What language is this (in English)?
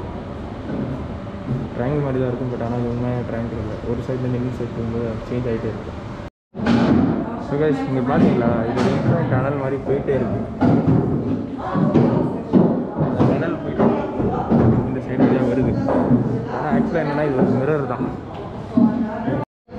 Tamil